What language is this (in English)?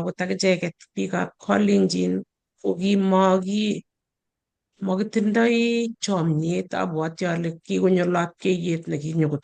Kalenjin